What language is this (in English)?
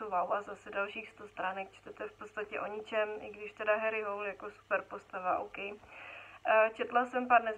Czech